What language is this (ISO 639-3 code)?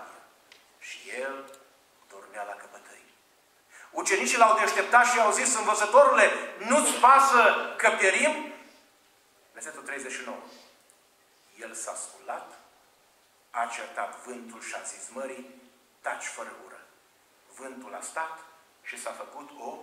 ron